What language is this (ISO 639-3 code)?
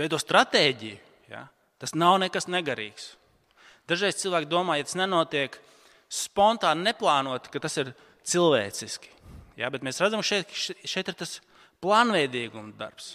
lav